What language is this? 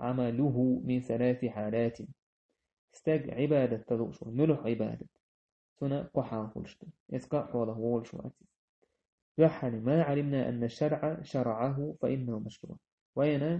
Chechen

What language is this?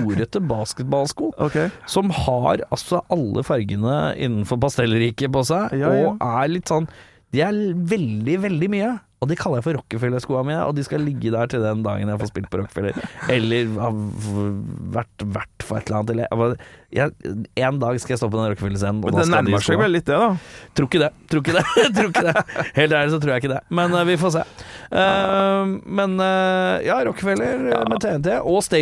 Norwegian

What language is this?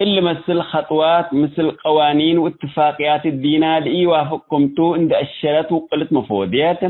Tigre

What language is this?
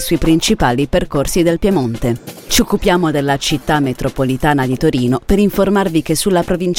Italian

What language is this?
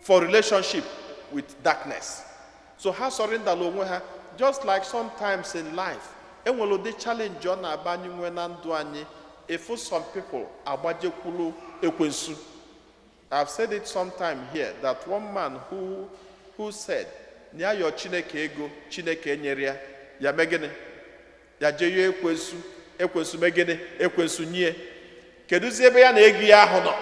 Igbo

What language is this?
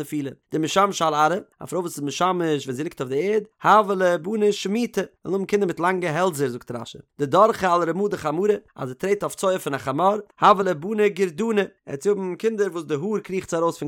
Yiddish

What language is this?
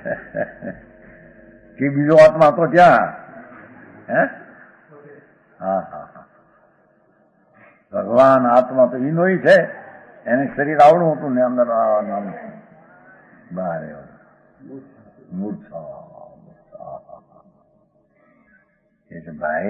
Gujarati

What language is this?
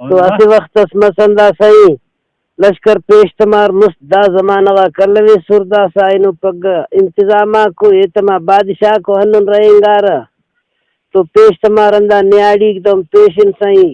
Brahui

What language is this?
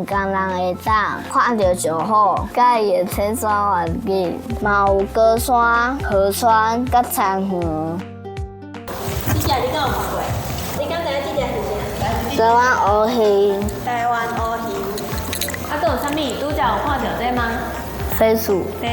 Min Nan Chinese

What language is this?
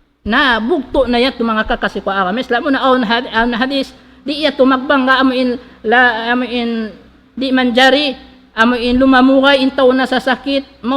Tausug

